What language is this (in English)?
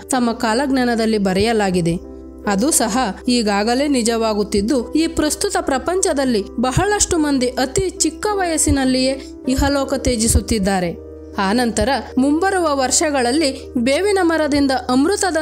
Kannada